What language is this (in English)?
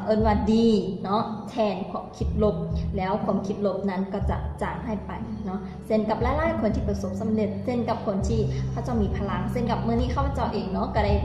Lao